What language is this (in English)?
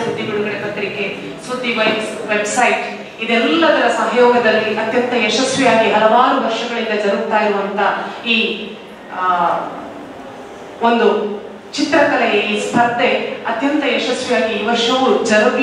Kannada